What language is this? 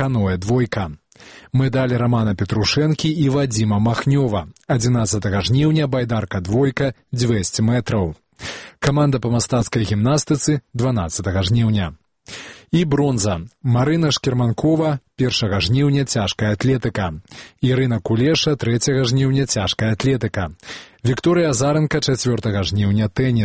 Belarusian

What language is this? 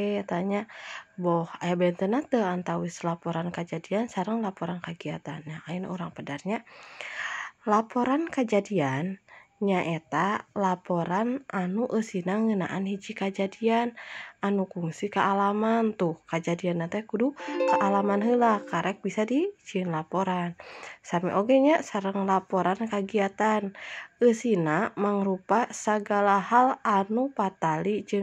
Sundanese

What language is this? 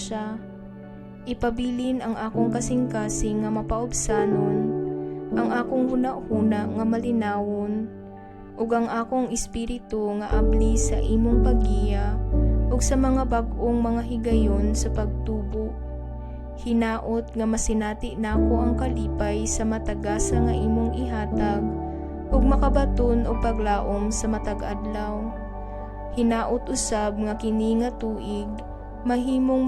Cebuano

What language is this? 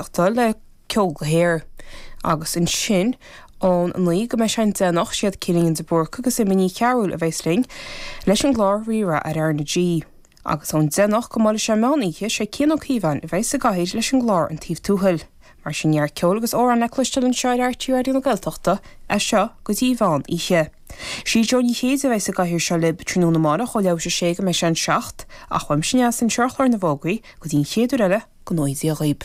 Irish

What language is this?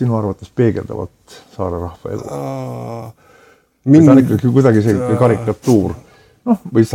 Estonian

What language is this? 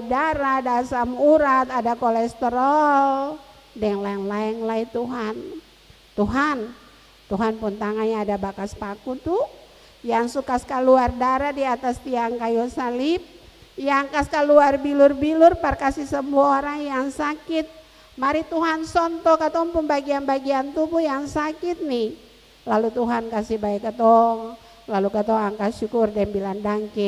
Ambonese Malay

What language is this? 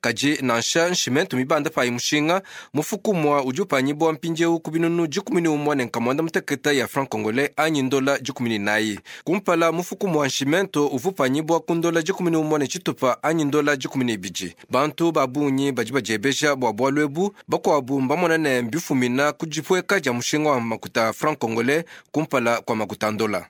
Luba-Lulua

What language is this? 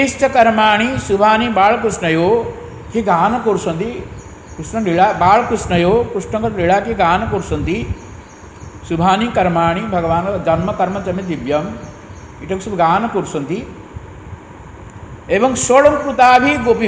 Odia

